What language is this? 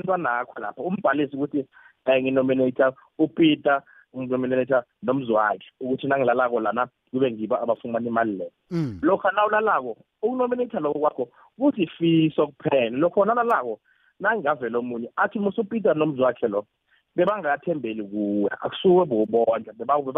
South Ndebele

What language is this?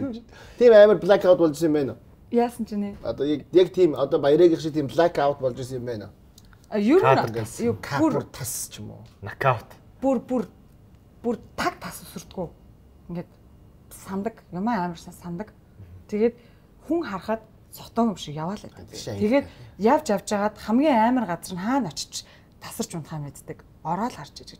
Mongolian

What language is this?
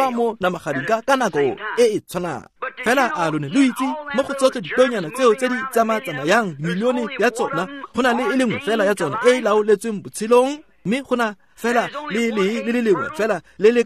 Tswana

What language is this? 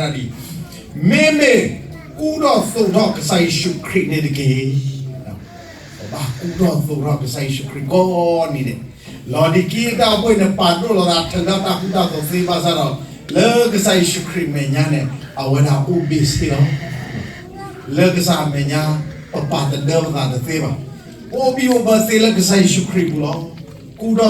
S'gaw Karen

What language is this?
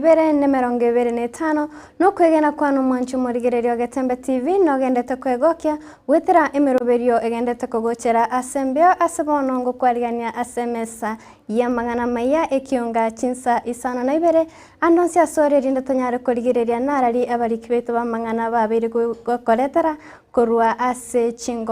Gusii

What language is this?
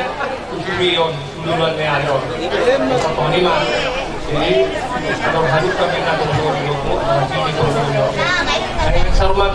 Batak Toba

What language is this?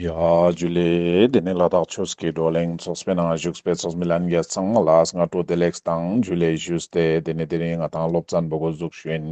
Ladakhi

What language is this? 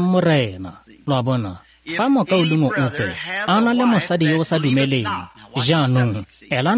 Tswana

